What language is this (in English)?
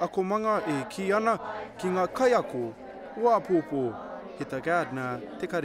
Māori